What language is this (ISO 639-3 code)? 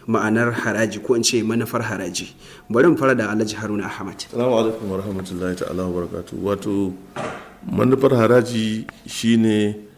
hau